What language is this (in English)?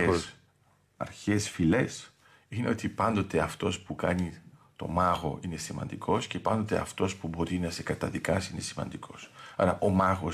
Greek